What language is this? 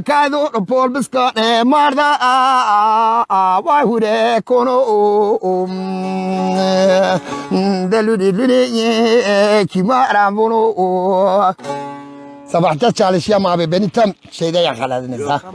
Zaza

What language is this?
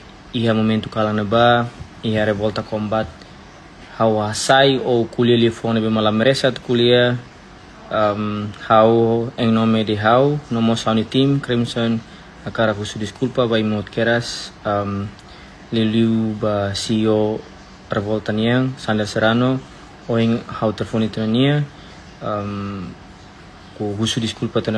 Tetum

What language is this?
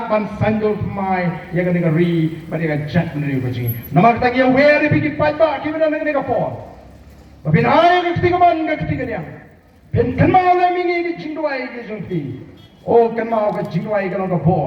Khasi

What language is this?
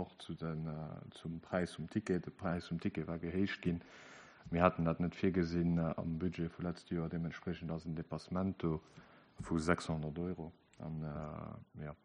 Luxembourgish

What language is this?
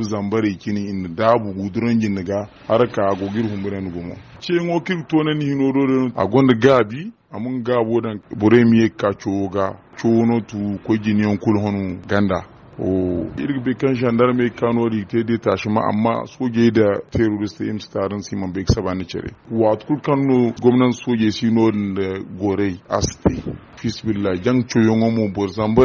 Zarma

